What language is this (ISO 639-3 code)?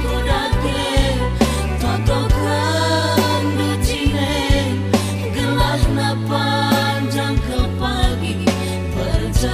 btx